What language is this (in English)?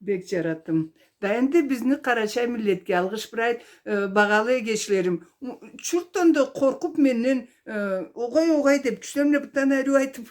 Karachay-Balkar